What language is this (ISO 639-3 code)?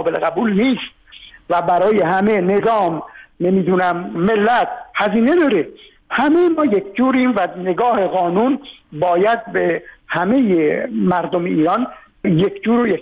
fas